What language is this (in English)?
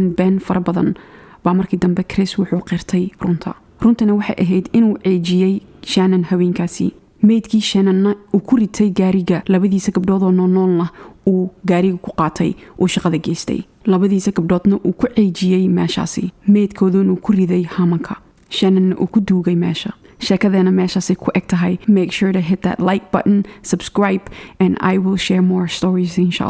Somali